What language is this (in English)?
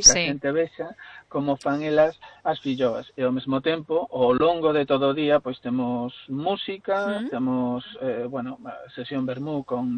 Galician